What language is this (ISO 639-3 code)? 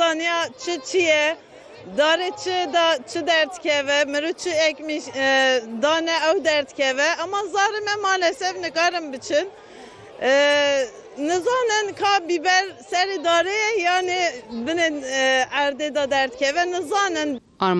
kur